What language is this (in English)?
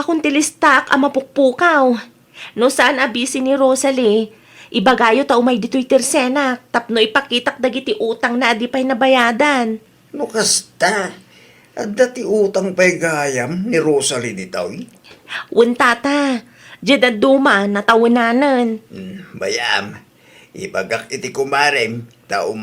Iloko